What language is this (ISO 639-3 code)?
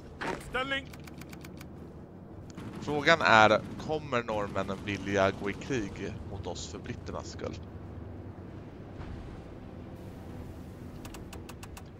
swe